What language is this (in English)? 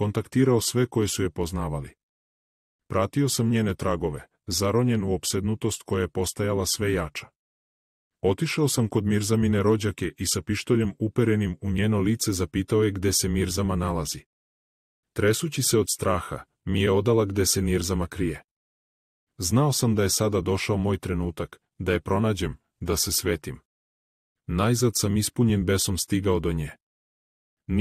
Serbian